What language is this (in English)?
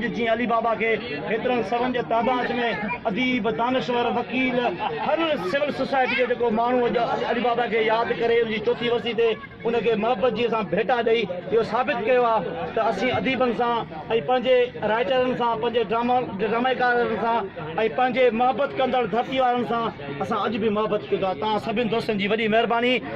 Sindhi